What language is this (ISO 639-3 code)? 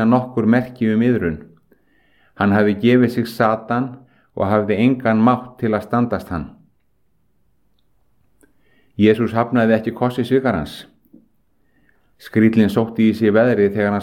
isl